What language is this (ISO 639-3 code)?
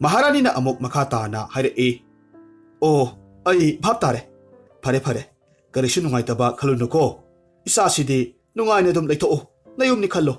mni